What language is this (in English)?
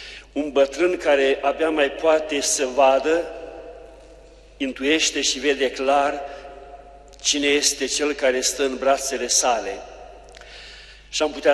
Romanian